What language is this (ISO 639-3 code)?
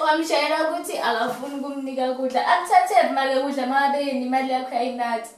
zul